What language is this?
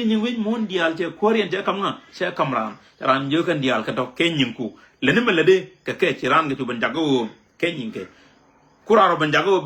Nuer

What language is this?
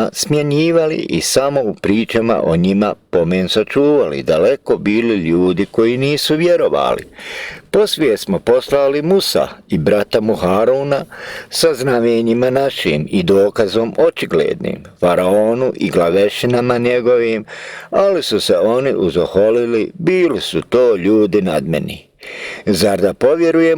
Bosnian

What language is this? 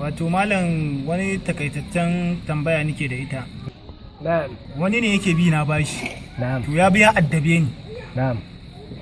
Hausa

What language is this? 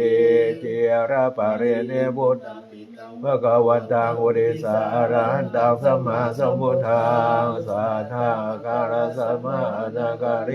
Pali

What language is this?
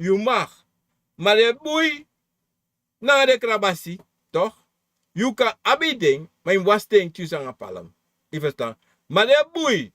Sranan Tongo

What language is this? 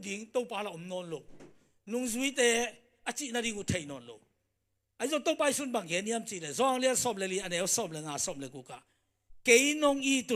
Tedim Chin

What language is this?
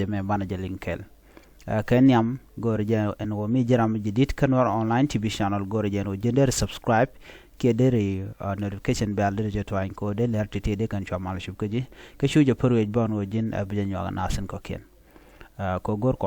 Nuer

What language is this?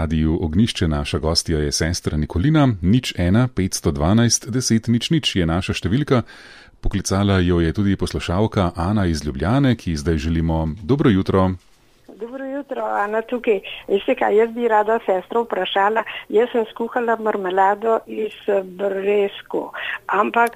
Slovenian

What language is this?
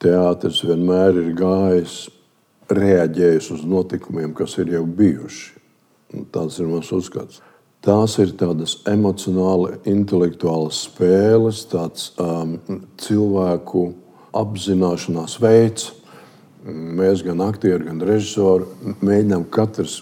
Latvian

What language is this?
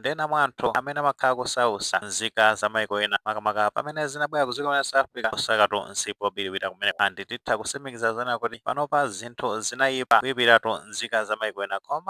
Nyanja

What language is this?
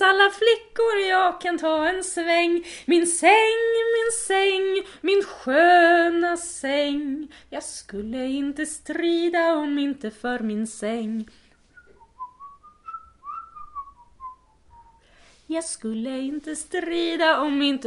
Swedish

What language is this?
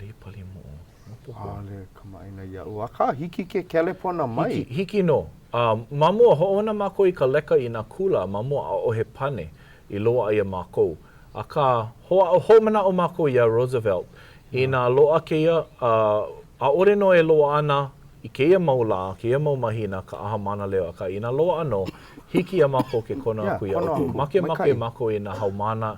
Hawaiian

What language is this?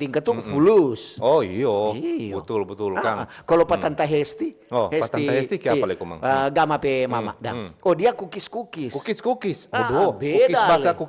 Manado Malay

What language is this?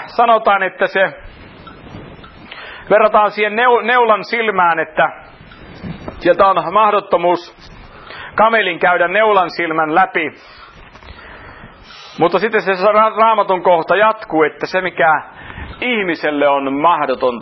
Finnish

